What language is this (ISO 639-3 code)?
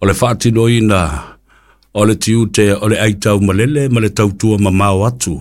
smo